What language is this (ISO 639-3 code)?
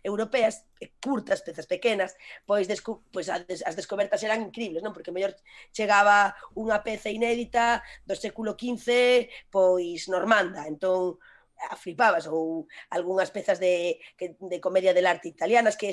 glg